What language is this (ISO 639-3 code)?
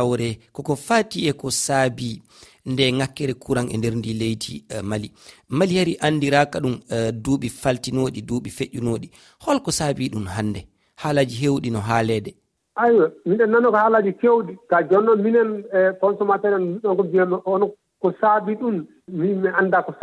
ful